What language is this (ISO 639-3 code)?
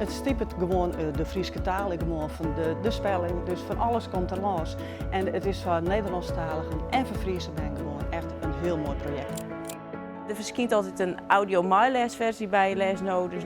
fry